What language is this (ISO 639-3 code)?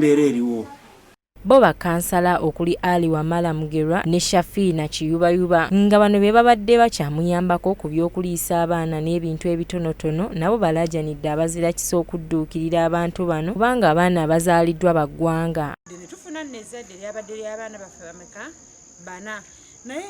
lug